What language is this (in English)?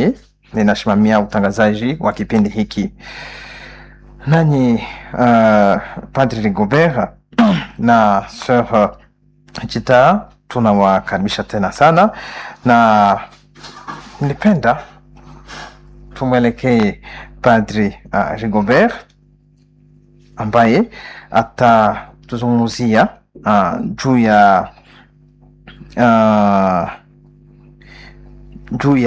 Swahili